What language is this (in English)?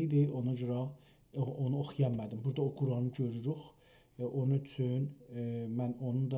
South Azerbaijani